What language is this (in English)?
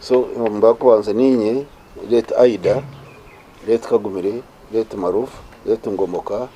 Nyankole